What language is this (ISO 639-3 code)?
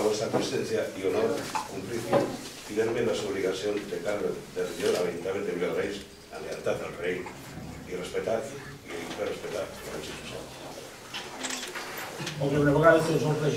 cat